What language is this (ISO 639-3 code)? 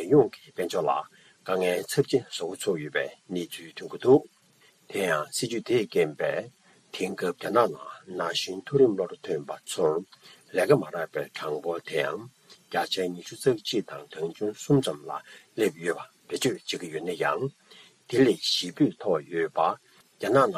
bod